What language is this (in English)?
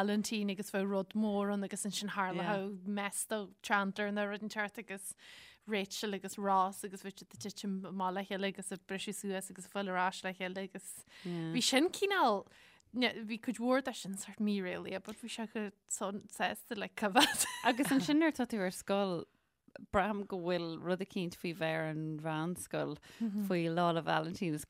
Irish